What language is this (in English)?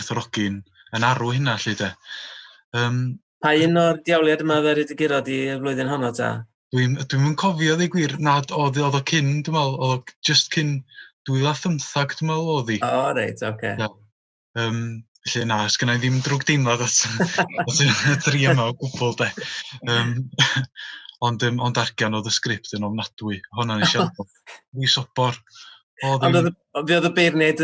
Welsh